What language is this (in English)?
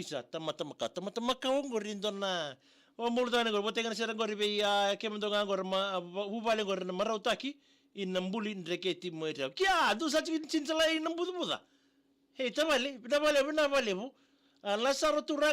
Fijian